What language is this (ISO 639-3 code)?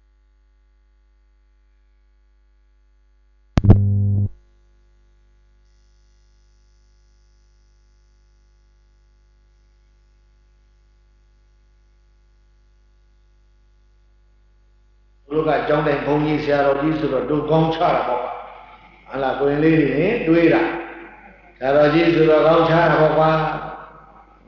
mya